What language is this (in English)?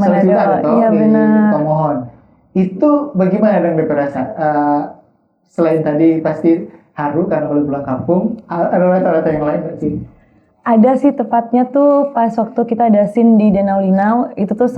Manado Malay